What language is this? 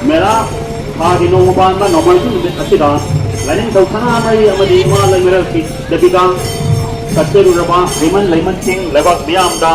Manipuri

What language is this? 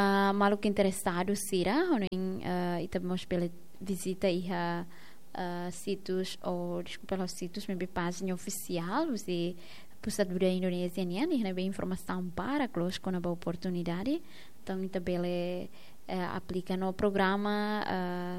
Tetum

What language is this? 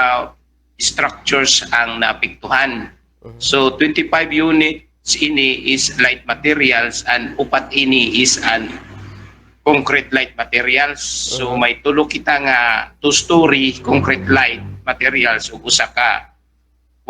Waray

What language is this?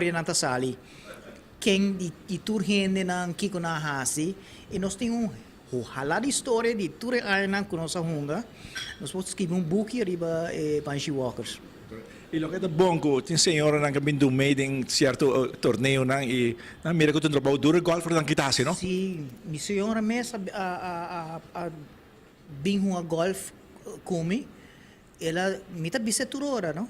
Papiamento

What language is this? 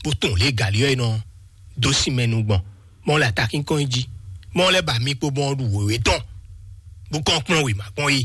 Fon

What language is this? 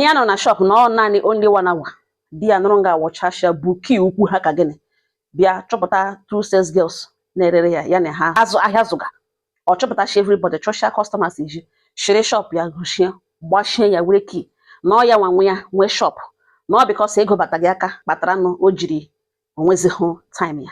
Igbo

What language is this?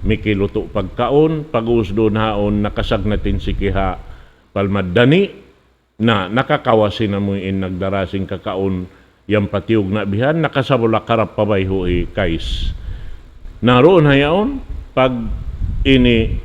Tausug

